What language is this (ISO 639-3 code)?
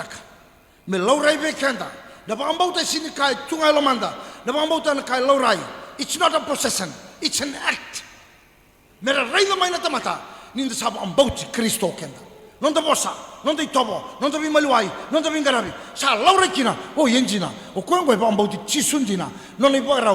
fij